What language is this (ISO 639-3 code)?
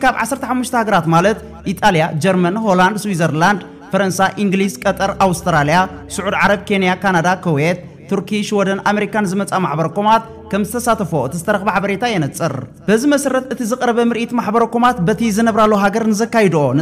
tir